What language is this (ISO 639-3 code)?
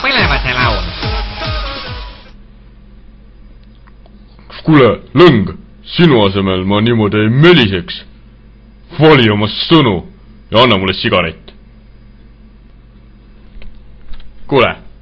est